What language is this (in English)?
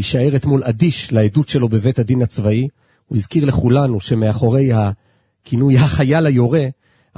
Hebrew